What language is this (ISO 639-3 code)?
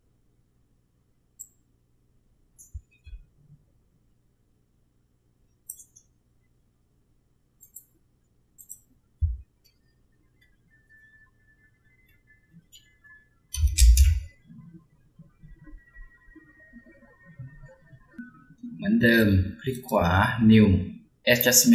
tha